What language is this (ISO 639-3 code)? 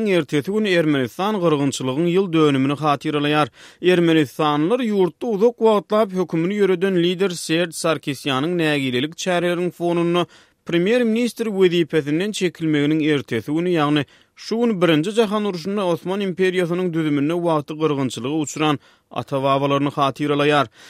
tuk